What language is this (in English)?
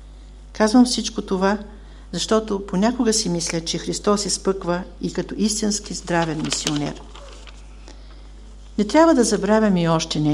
Bulgarian